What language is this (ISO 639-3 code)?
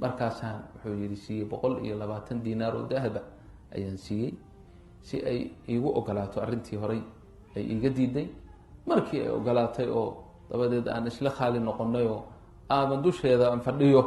som